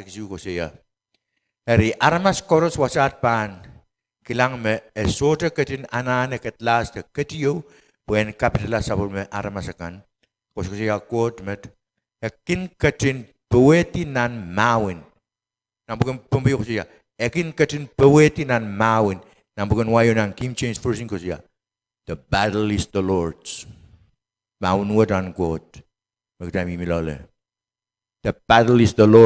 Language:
Pohnpeian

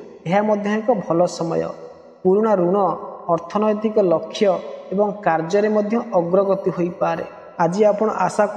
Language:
Odia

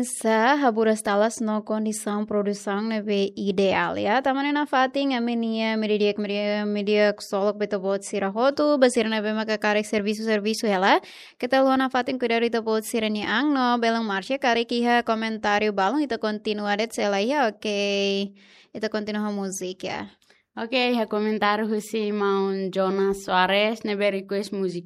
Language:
Tetum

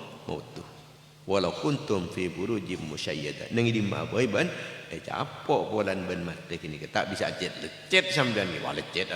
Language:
Madurese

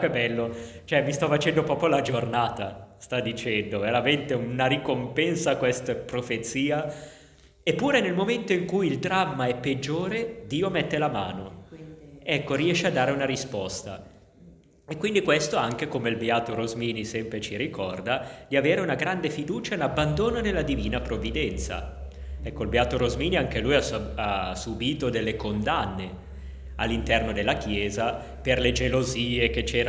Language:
Italian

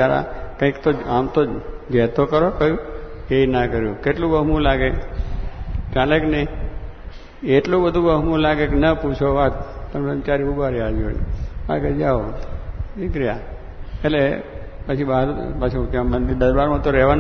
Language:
Gujarati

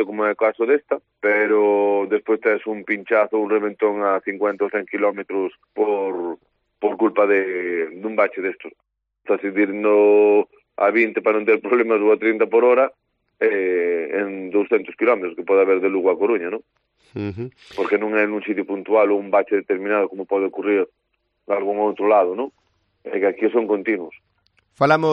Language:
Galician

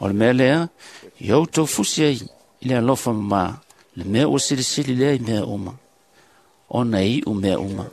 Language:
Samoan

